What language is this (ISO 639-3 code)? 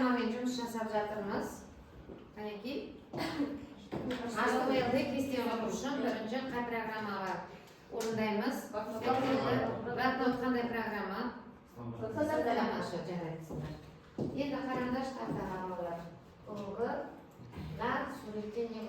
kaz